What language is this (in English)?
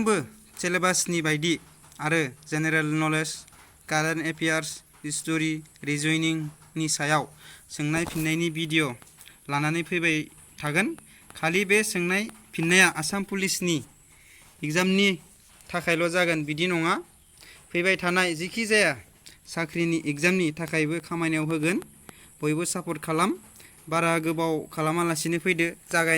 Bodo